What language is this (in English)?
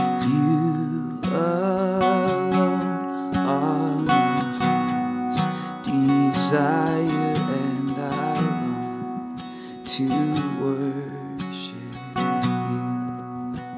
English